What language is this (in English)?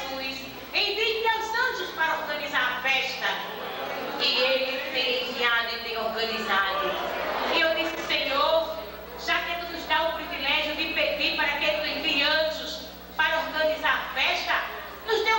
Portuguese